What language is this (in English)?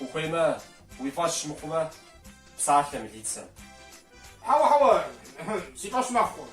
Kabardian